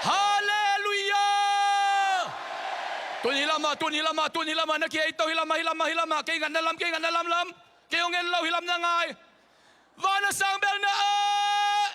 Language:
Tedim Chin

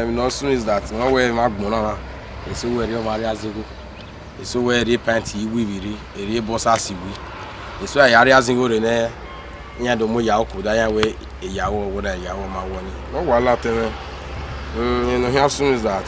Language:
Bini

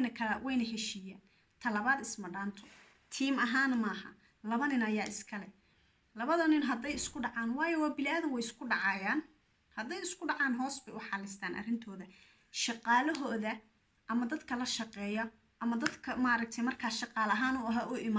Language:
Somali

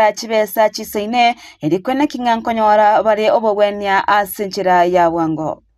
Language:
Gusii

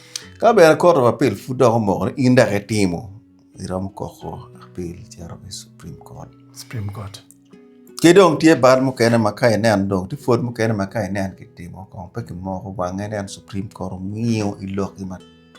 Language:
Acoli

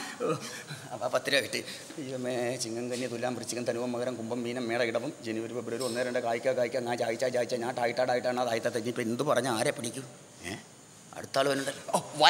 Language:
Malayalam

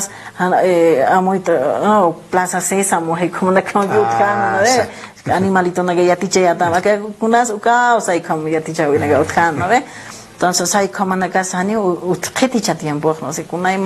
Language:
Aymara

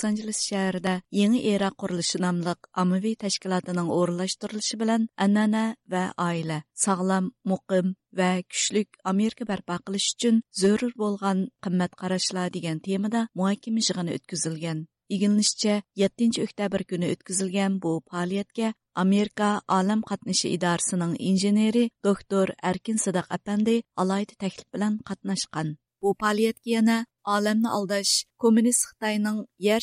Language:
Uyghur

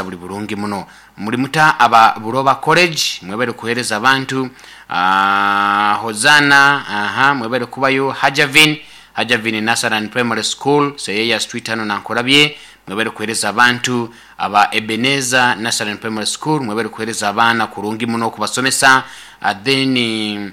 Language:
Nyoro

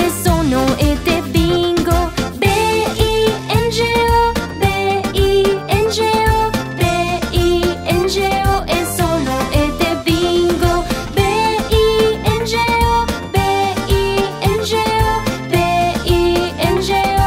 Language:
French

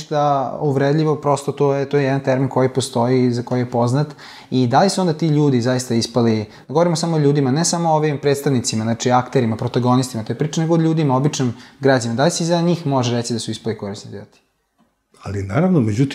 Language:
Serbian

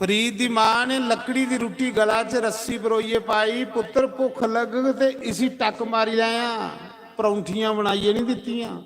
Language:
Dogri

